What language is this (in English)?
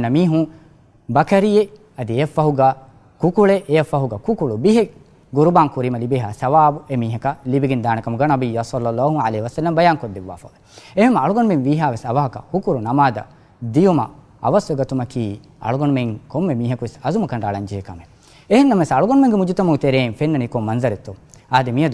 Divehi